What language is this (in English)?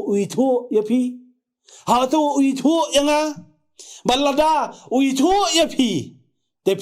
Khasi